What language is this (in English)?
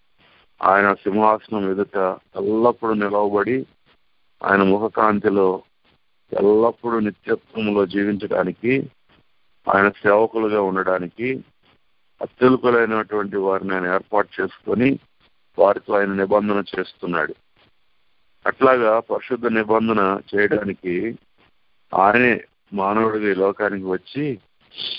Telugu